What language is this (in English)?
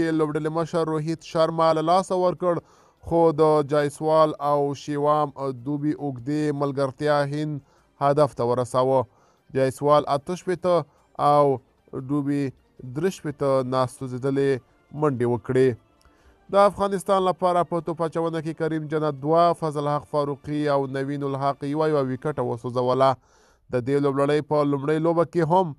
Pashto